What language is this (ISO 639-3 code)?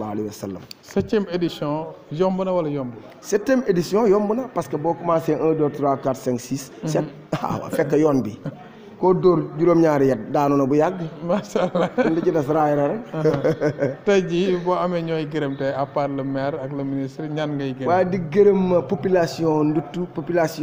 wol